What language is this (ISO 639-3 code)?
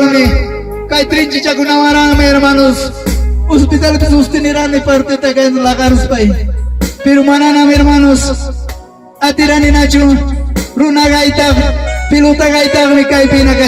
quy